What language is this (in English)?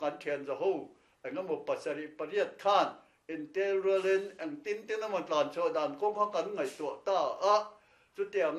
Mizo